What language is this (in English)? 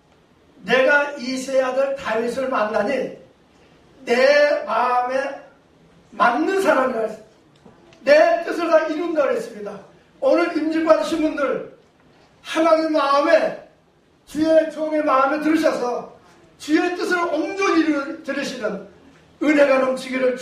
Korean